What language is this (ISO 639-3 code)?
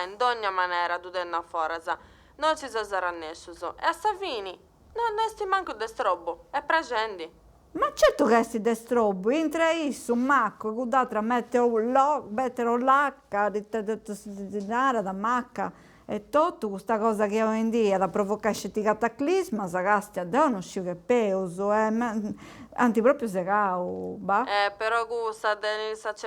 srd